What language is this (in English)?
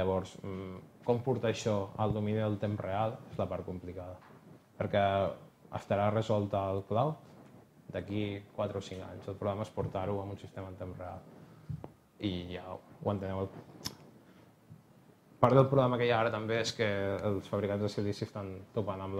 Catalan